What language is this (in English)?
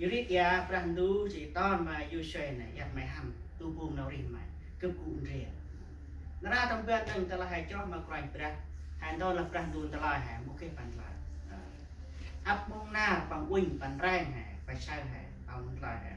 Central Mnong